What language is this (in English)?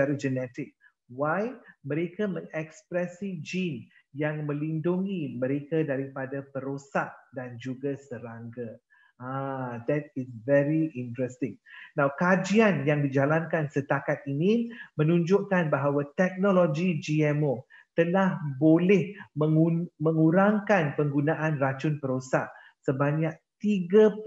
Malay